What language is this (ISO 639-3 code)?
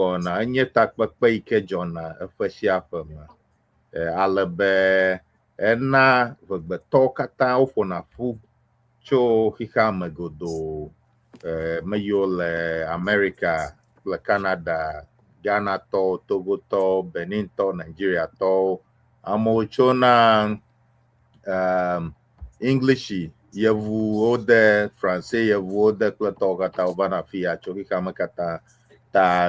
ewe